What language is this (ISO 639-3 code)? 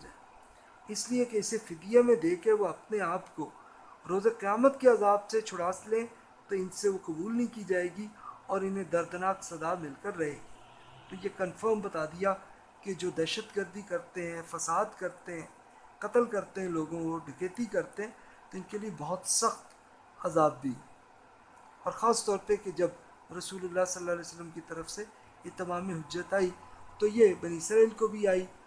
urd